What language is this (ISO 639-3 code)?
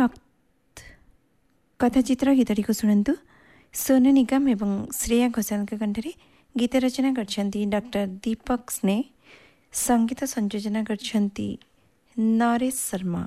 ori